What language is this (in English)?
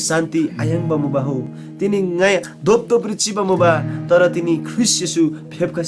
Eastern Tamang